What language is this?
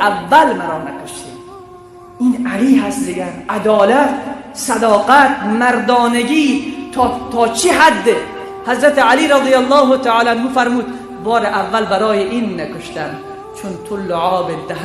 Tajik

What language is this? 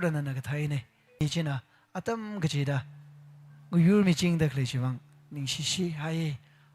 Tangkhul Naga (India)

